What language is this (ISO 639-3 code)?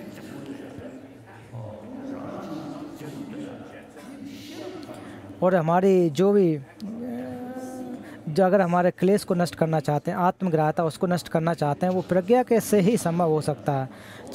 hin